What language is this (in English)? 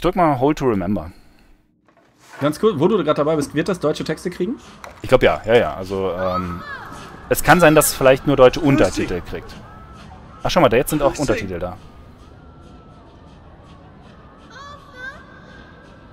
German